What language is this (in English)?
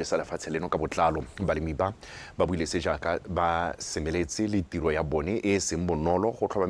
Tswana